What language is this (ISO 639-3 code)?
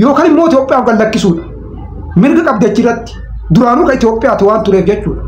orm